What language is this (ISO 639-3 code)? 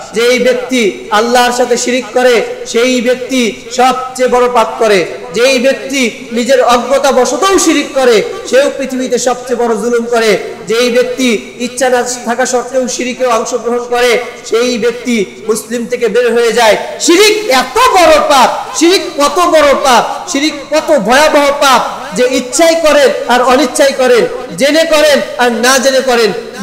ben